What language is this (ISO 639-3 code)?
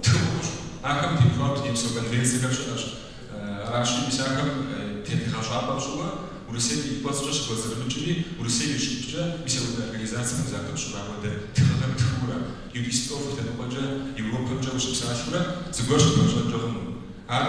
kbd